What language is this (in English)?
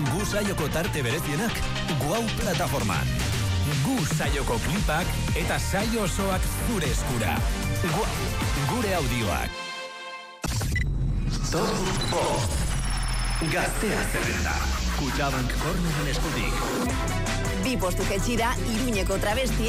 Basque